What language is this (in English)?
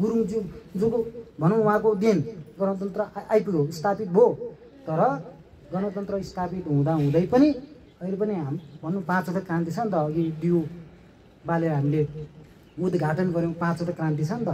Nepali